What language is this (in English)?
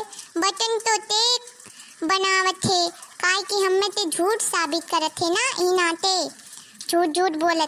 Awadhi